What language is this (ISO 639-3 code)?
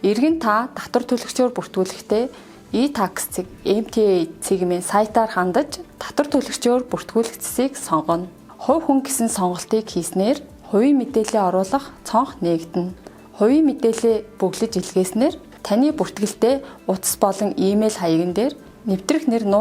mon